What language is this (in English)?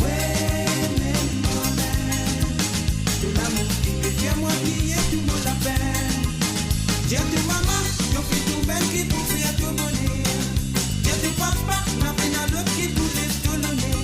Morisyen